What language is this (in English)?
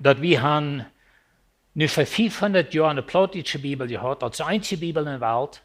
Plautdietsch